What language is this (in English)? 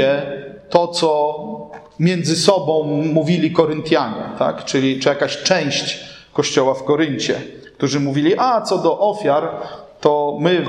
Polish